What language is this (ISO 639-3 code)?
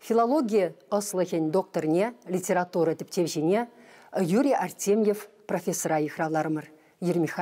chv